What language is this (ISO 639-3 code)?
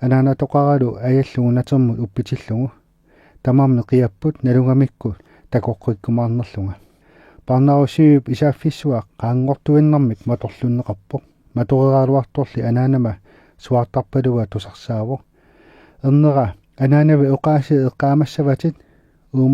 kal